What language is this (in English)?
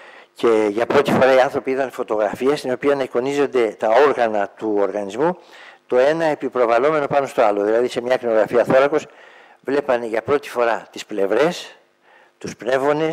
Greek